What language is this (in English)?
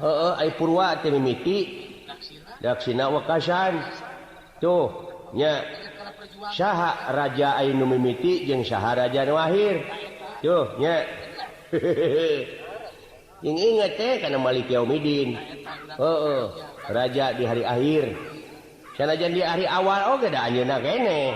Sundanese